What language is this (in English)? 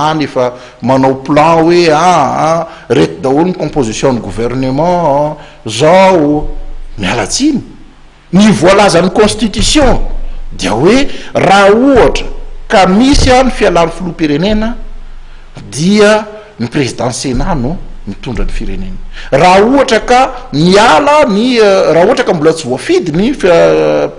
Malagasy